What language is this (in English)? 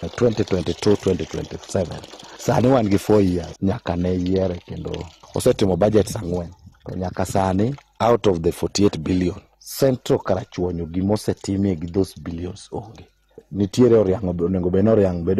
Luo (Kenya and Tanzania)